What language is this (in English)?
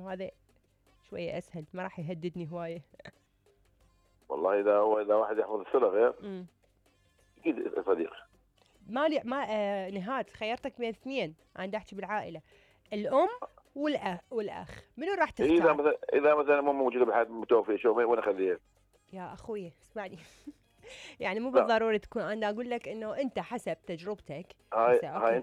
Mesopotamian Arabic